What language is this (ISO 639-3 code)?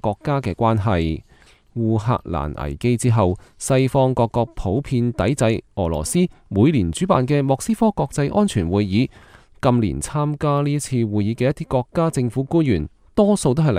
yue